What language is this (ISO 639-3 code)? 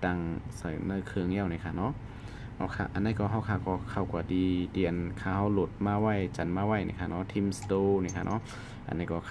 shn